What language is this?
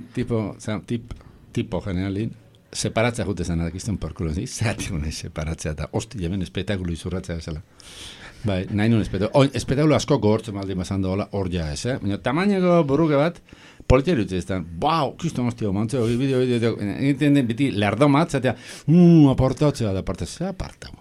Basque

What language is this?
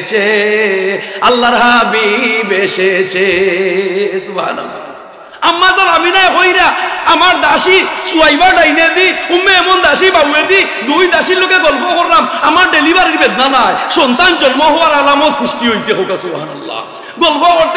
Sylheti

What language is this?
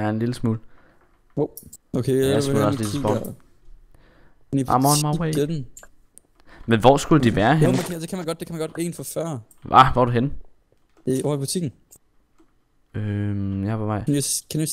Danish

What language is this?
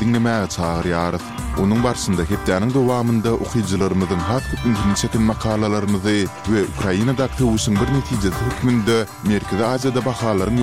Turkmen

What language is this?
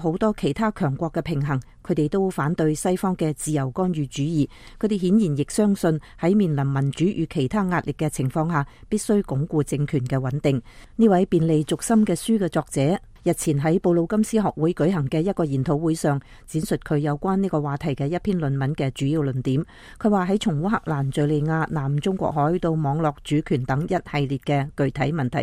Cantonese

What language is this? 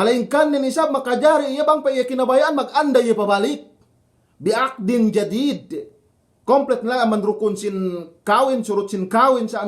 Yakan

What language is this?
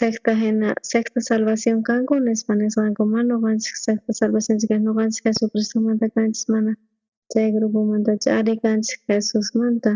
South Bolivian Quechua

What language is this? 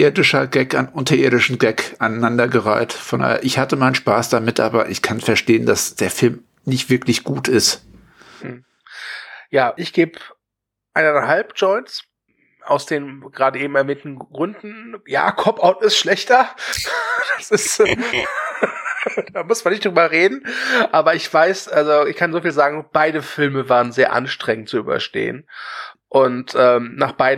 German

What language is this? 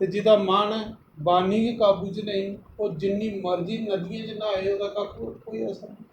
Dogri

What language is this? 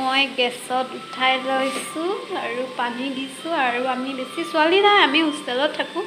Assamese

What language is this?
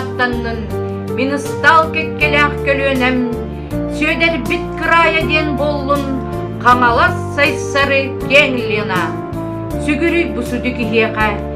Yakut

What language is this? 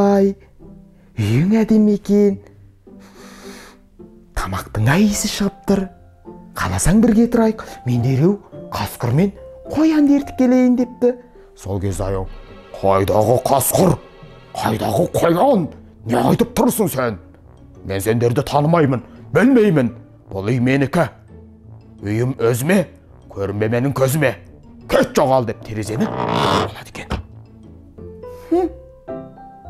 Kazakh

